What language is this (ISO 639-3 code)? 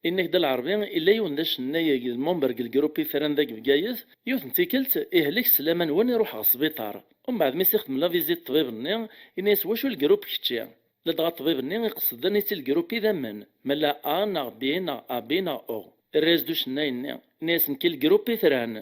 kab